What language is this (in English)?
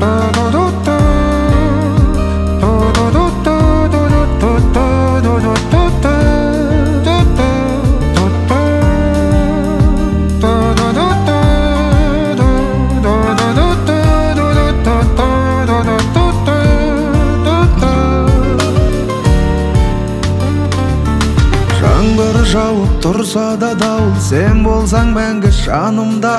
Kazakh